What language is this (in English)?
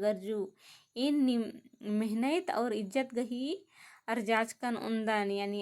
Kurukh